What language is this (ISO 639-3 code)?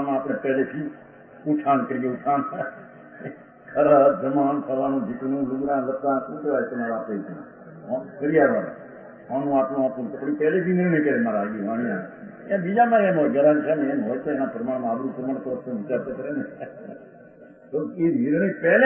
guj